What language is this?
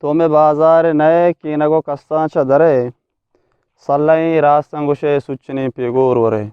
Eastern Balochi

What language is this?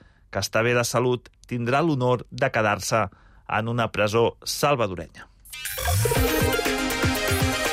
Catalan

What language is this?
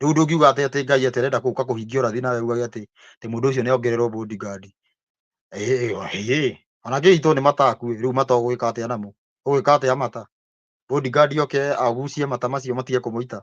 Kikuyu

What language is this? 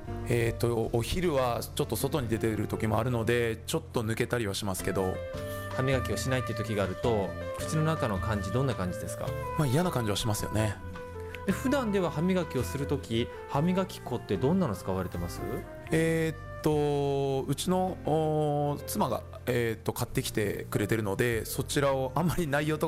Japanese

